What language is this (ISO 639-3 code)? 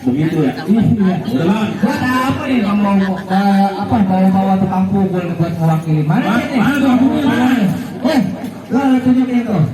bew